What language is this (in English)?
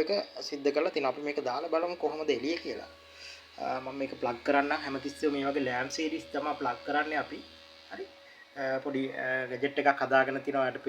Sinhala